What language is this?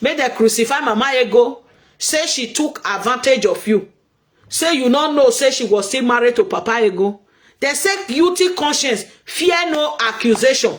Nigerian Pidgin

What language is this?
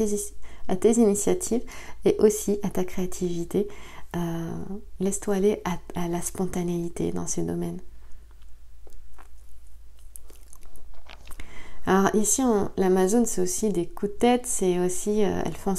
French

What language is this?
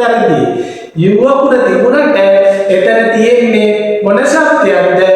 Sinhala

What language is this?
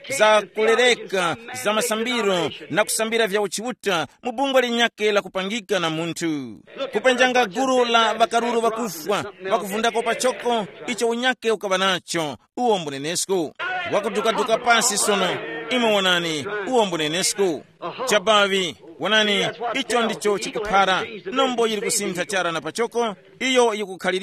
Tumbuka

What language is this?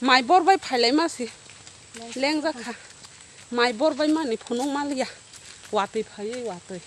Kok Borok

